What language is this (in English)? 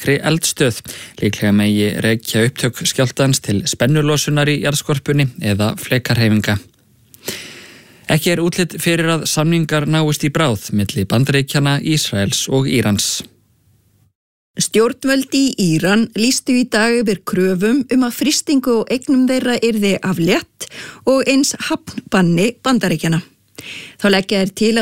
Icelandic